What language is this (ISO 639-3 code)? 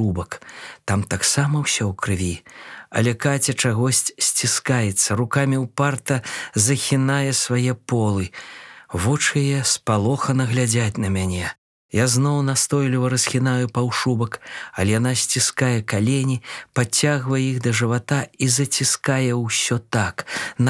bel